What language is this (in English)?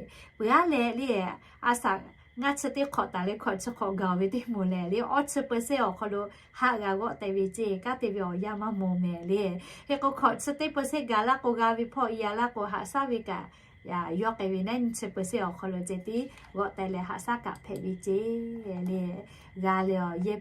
Lahu